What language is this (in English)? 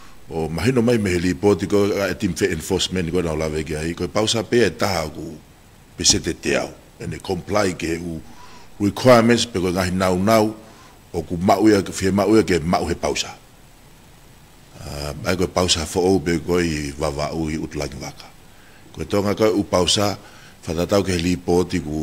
Tongan